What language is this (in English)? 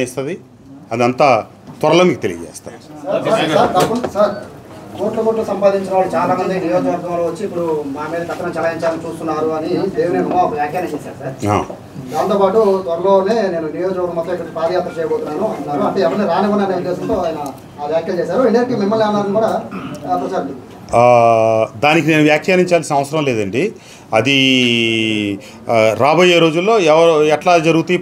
Telugu